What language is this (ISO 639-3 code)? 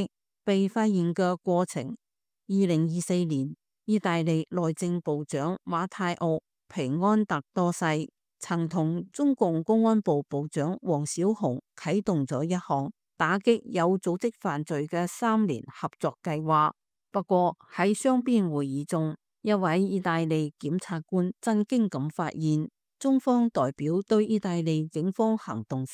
yue